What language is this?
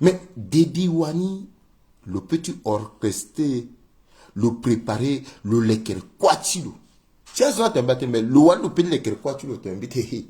Sango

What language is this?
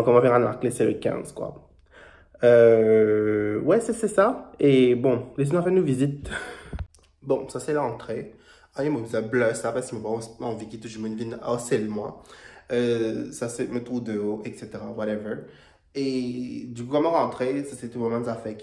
Morisyen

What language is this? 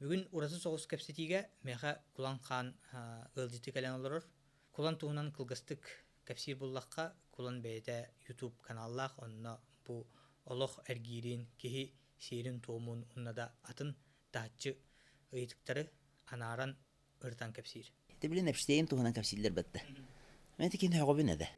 Yakut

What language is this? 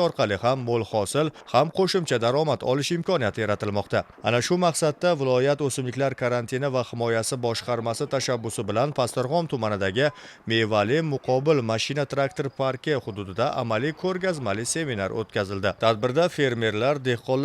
Uzbek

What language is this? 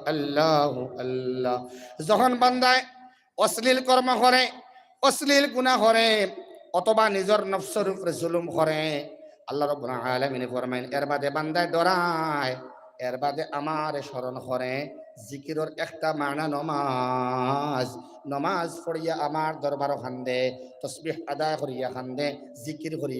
Sylheti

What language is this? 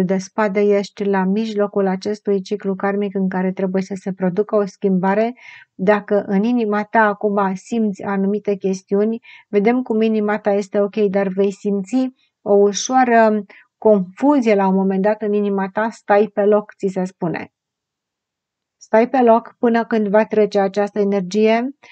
Romanian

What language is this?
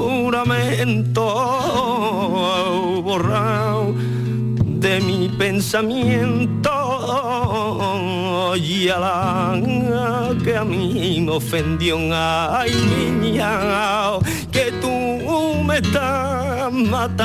Spanish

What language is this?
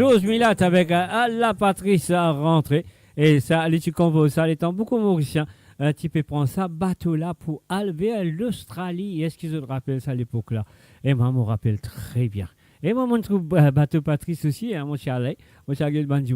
Morisyen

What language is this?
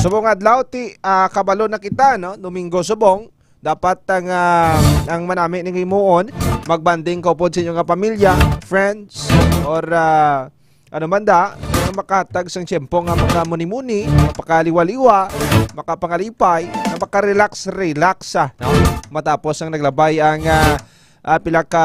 Hiligaynon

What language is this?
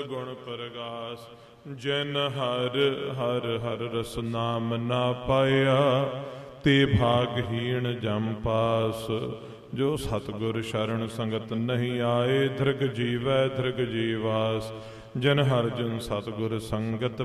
Punjabi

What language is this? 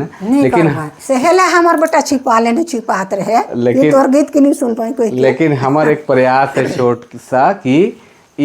Sadri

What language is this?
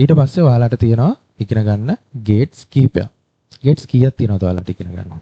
Sinhala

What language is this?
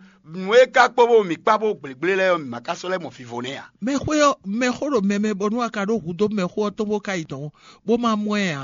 Fon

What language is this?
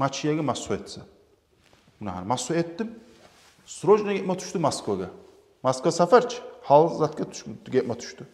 Kumyk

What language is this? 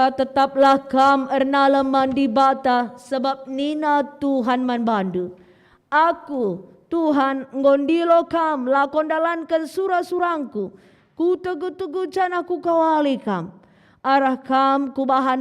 Batak Karo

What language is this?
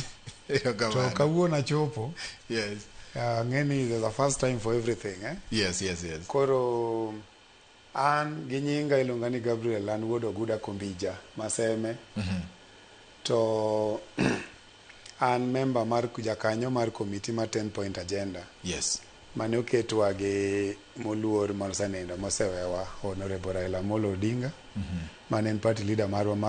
Luo (Kenya and Tanzania)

